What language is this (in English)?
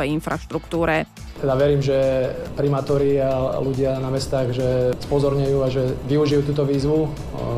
Slovak